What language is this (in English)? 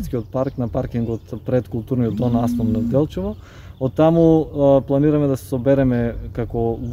Macedonian